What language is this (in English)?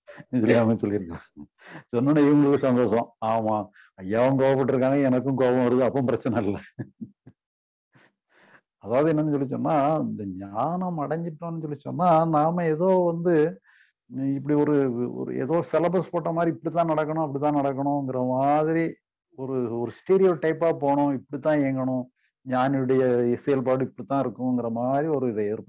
Tamil